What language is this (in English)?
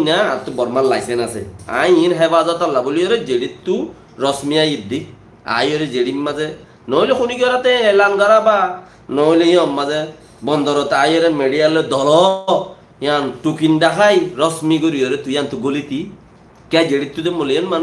Rohingya